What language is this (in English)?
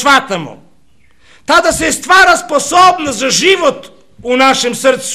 Serbian